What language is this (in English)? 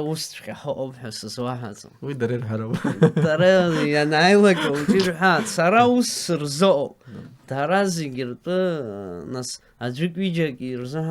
Abkhazian